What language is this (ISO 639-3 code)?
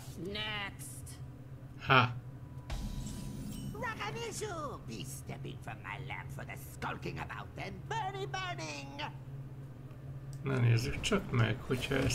hun